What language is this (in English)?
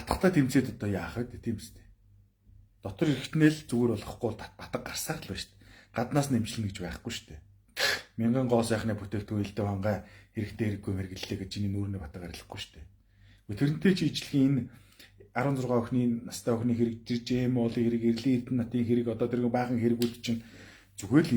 Mongolian